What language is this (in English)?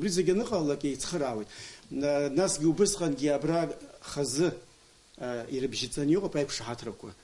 Abkhazian